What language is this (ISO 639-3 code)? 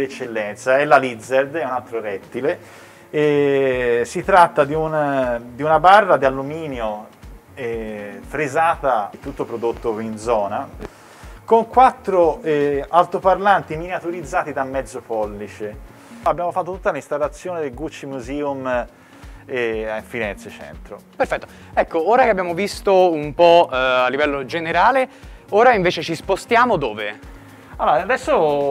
ita